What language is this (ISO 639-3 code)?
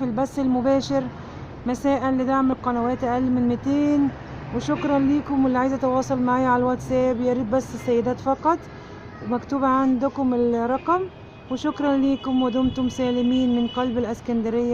arz